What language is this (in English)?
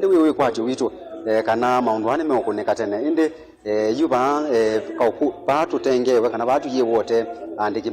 Kamba